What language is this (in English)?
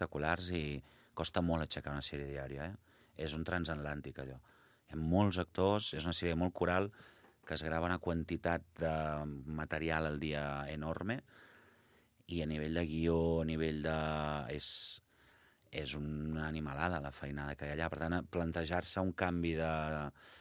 Catalan